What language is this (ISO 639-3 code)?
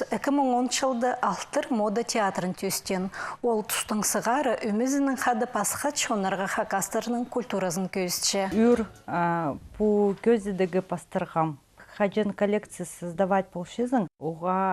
kjh